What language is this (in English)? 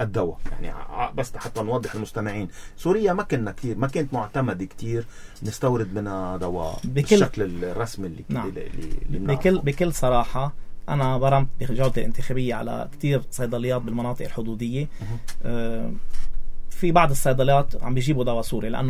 North Levantine Arabic